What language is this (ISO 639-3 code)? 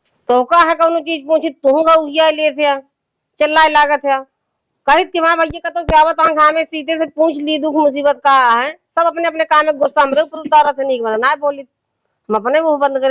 awa